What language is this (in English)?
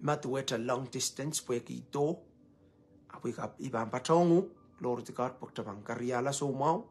Pohnpeian